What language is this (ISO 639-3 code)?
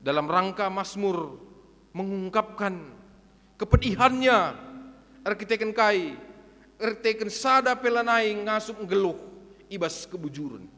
btx